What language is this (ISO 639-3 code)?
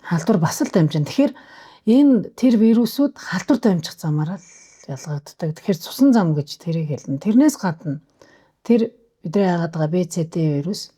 mon